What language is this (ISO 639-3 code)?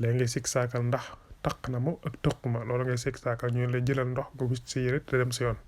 wol